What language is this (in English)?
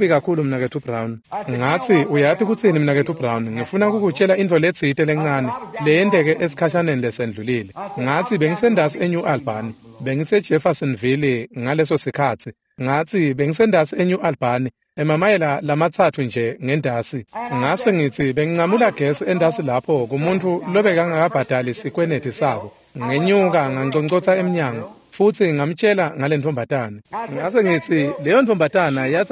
Swati